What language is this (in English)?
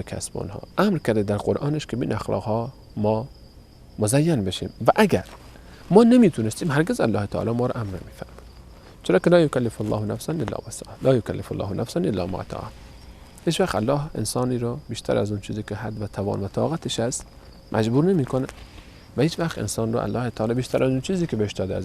Persian